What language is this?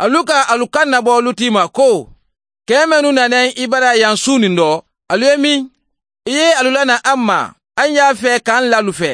Mandingo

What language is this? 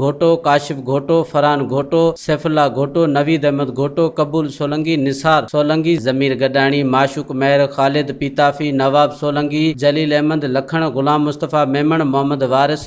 Sindhi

